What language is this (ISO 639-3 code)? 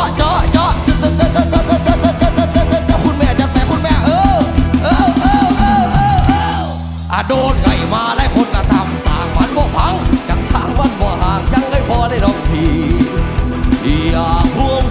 tha